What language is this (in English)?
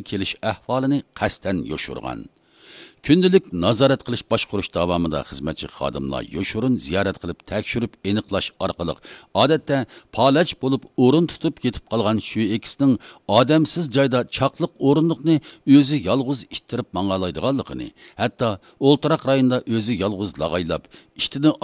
Uyghur